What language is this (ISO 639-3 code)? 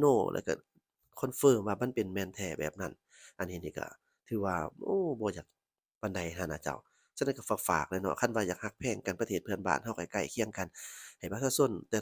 lao